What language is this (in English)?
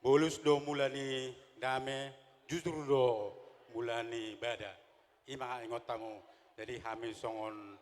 Batak Toba